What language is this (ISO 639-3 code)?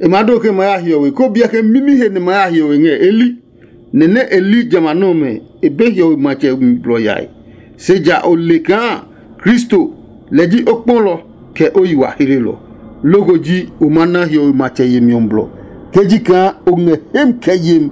ada